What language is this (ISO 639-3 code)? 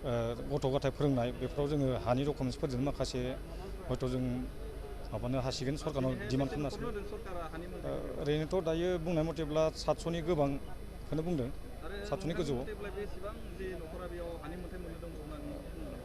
brx